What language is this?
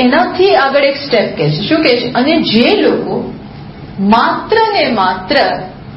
Gujarati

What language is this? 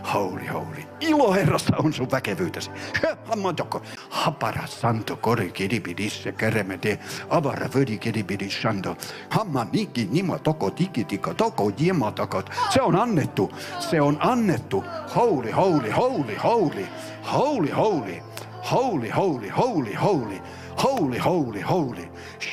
Finnish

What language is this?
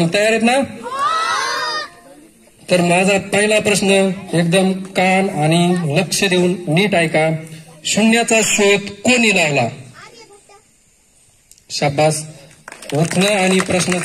Marathi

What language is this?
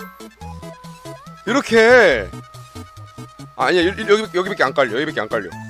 Korean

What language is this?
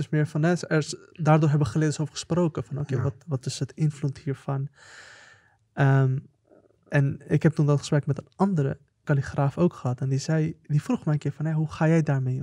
Dutch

